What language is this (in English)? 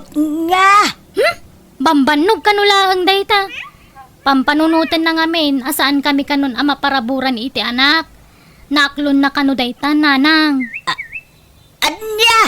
Iloko